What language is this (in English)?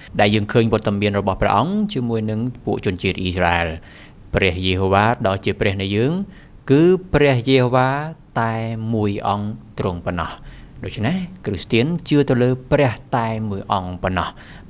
Khmer